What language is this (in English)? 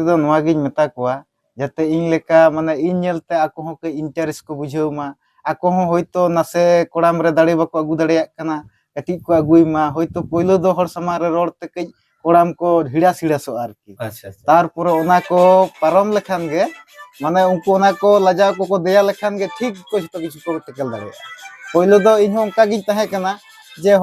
Santali